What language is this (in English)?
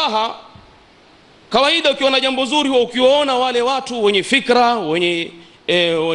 Swahili